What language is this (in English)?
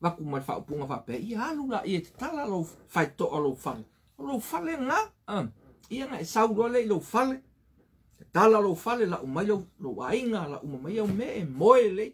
Samoan